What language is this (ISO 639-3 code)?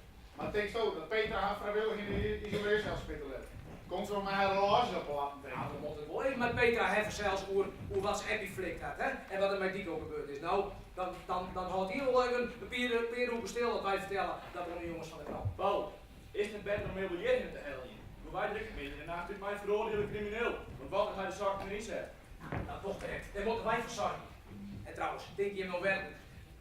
fry